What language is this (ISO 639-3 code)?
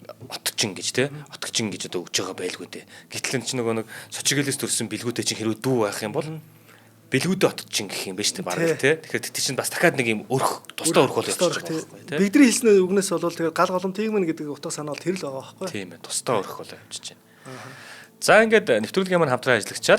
mon